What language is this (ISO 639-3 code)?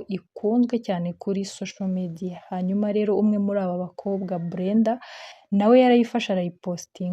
kin